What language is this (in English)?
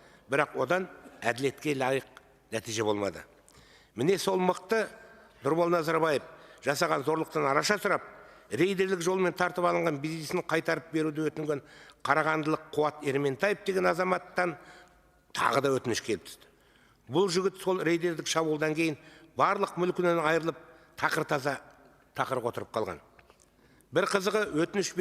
Kazakh